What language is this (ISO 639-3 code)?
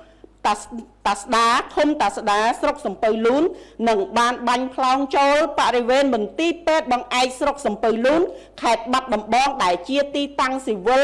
khm